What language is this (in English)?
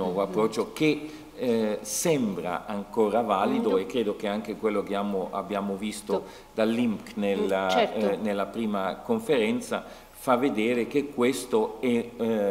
Italian